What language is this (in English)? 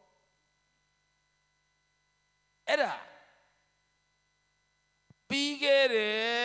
Burmese